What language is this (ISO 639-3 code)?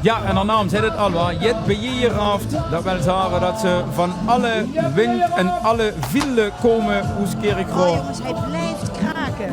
lim